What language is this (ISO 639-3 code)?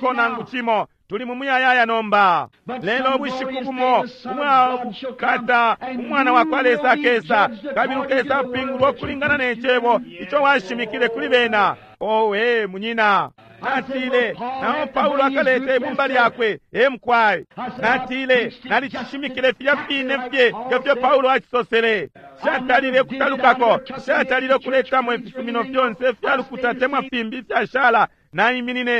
bem